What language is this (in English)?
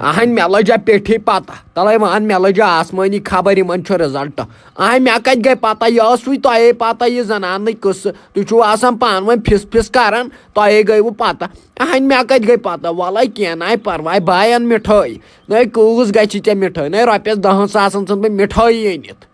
Kashmiri